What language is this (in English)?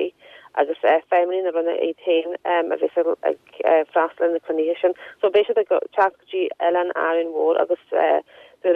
Irish